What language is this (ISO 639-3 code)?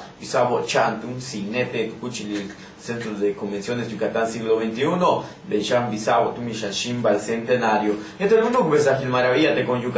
yua